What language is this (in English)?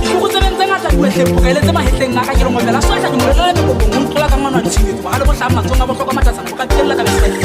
Tswana